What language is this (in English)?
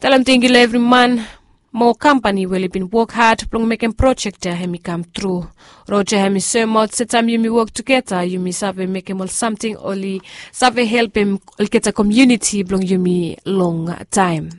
Bislama